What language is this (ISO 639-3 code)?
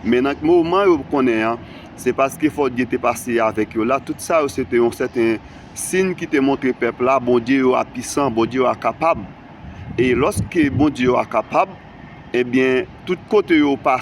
hat